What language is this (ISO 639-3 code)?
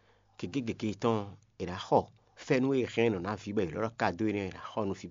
fon